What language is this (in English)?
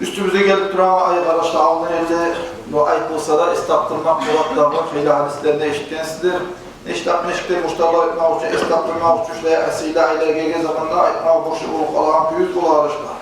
Kumyk